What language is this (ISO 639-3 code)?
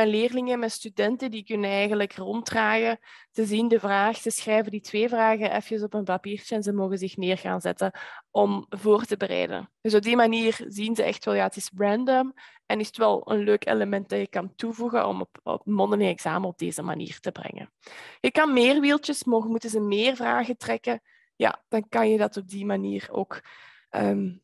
nld